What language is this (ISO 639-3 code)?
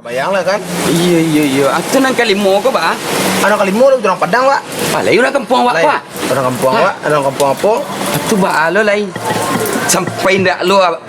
min